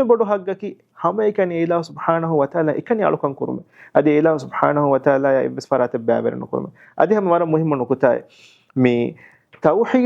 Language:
Divehi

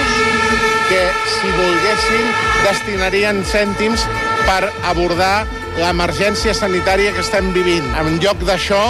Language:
Catalan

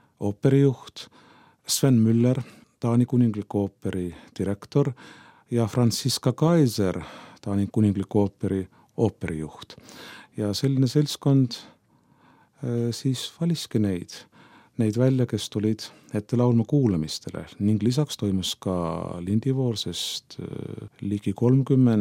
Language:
Estonian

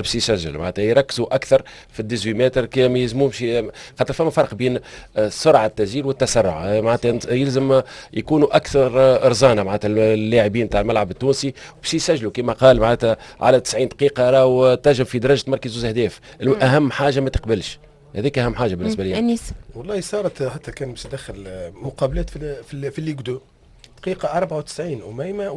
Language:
Tunisian Arabic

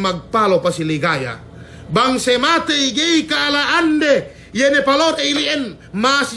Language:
Yakan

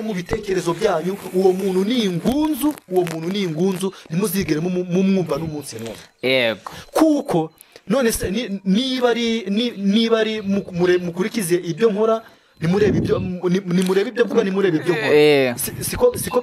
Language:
Kinyarwanda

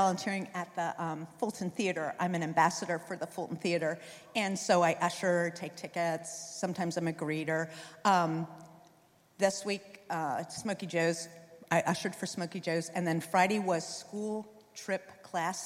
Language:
English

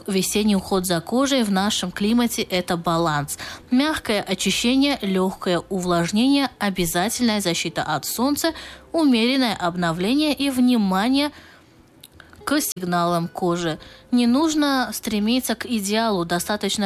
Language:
Russian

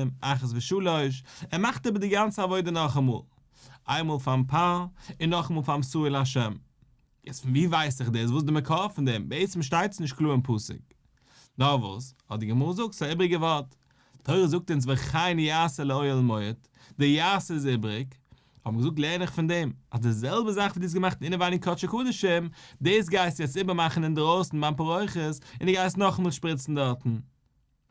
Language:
Yiddish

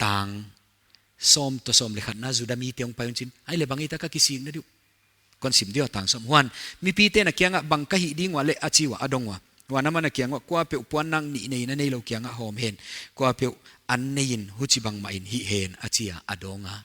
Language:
Paite Chin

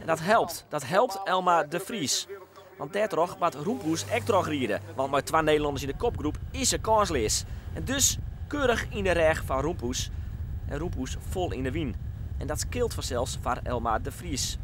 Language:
Western Frisian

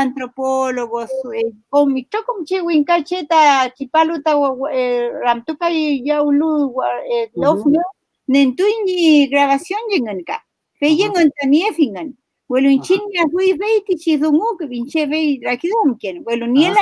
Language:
Mapuche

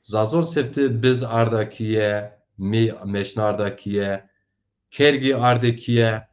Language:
Zaza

